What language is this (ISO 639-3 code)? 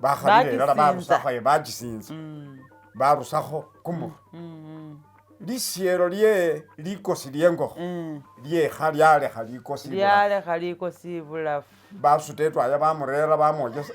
myx